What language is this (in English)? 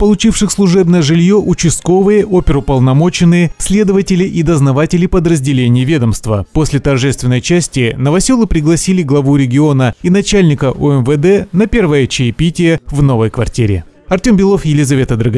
Russian